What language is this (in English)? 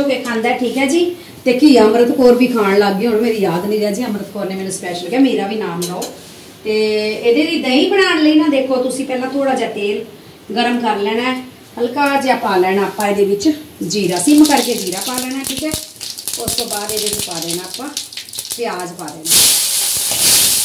Punjabi